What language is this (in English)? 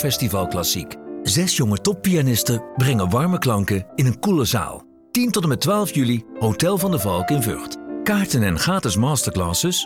Dutch